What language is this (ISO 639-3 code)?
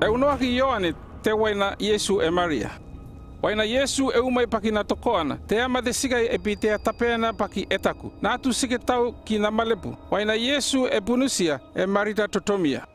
llp